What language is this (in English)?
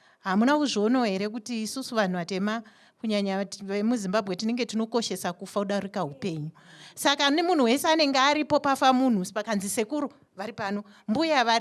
Shona